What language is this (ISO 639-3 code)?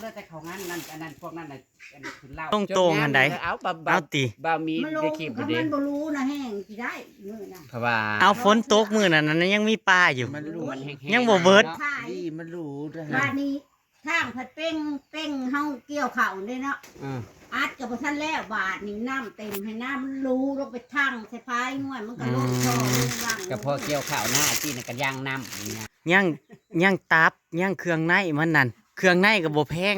tts